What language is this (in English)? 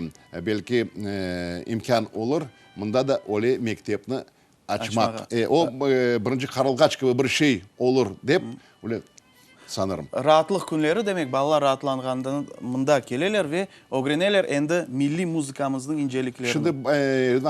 Crimean Tatar